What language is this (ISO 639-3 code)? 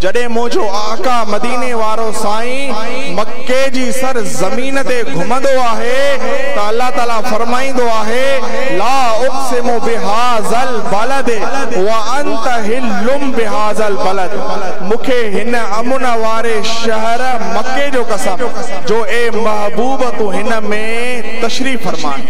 snd